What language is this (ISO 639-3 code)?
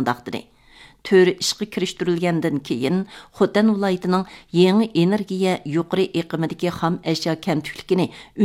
uig